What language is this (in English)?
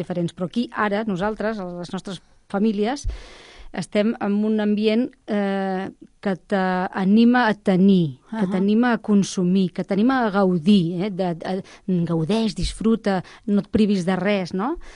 Catalan